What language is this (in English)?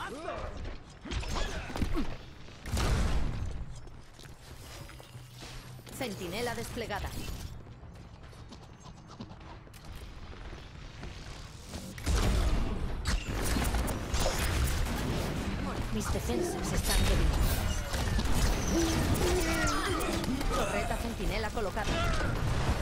Spanish